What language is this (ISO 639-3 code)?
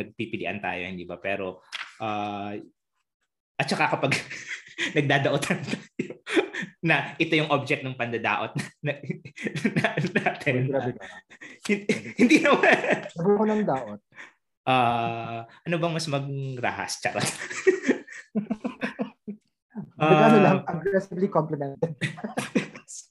fil